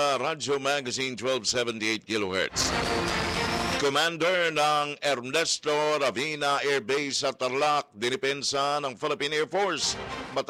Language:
Filipino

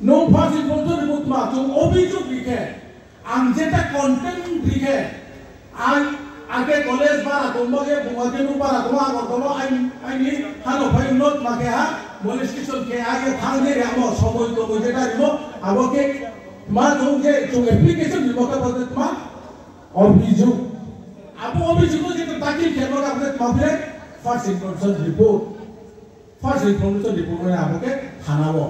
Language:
Riang (India)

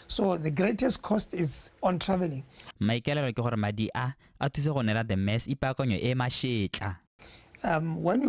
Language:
Tswana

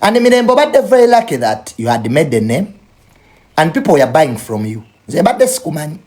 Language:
Ganda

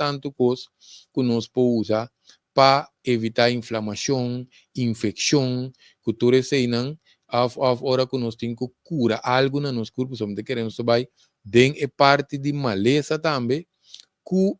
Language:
Papiamento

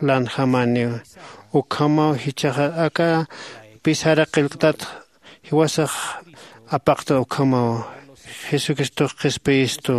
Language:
Aymara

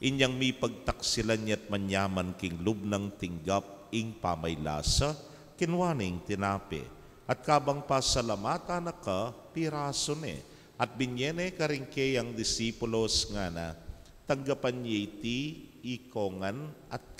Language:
Pampanga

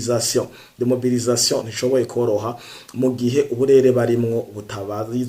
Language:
Rundi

